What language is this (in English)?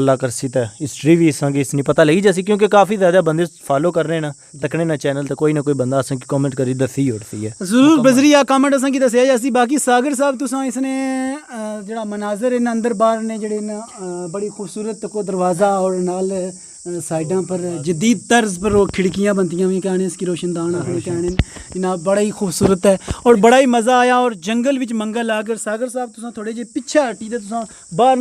Pahari-Potwari